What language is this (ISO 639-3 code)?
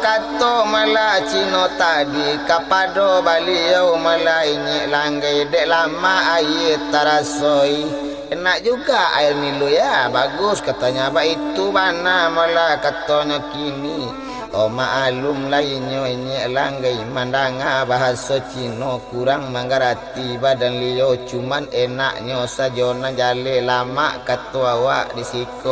min